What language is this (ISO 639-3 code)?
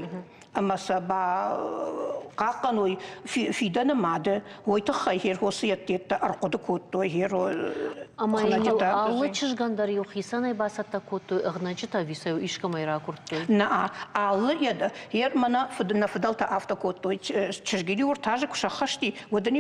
oss